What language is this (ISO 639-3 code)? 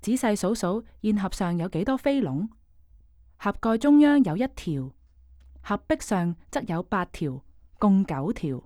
yue